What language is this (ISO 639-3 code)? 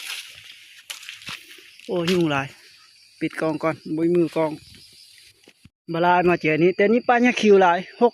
lao